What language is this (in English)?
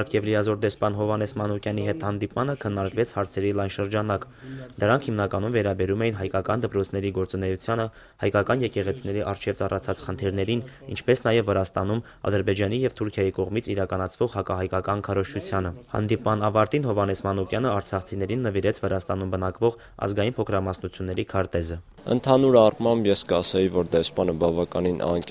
Armenian